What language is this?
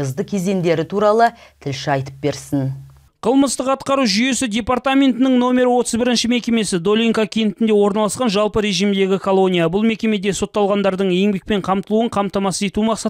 Kazakh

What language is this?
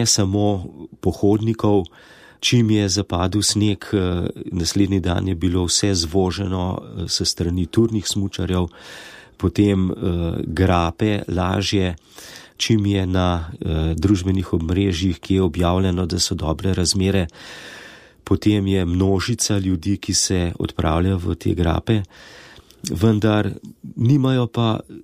Slovenian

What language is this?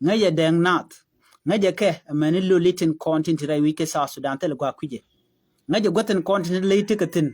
Nuer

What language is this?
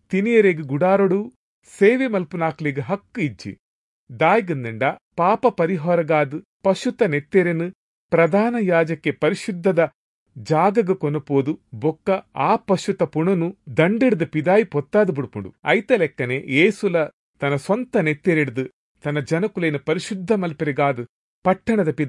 Tulu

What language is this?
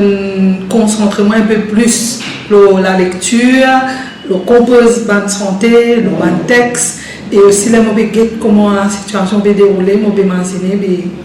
Morisyen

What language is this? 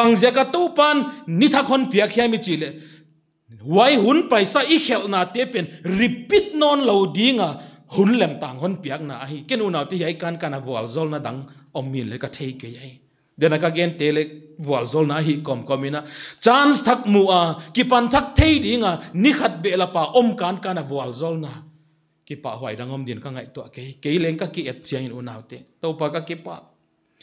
Paite Chin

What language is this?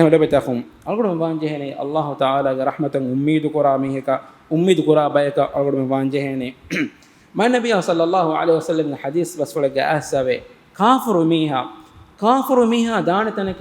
Divehi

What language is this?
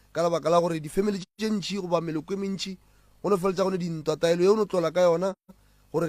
Northern Sotho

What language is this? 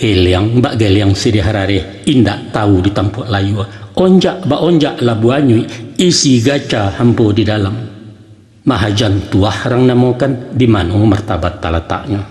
Minangkabau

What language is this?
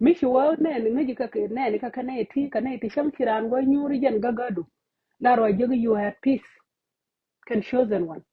Nuer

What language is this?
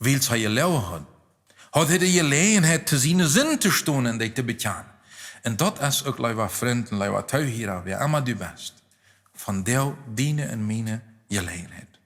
Plautdietsch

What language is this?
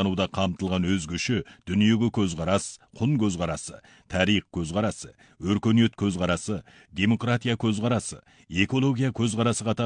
Kazakh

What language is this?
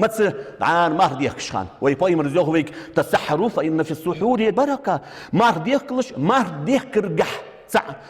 Ingush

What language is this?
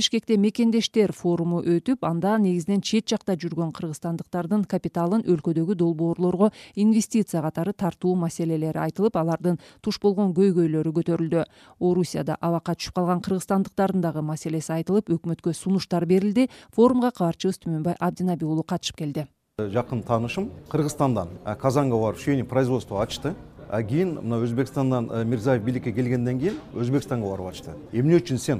Kyrgyz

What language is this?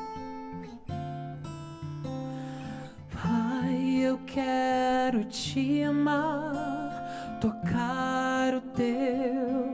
Portuguese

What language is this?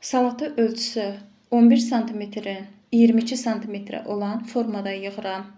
Azerbaijani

